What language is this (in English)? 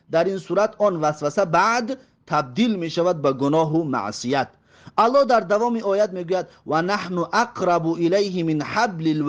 Tajik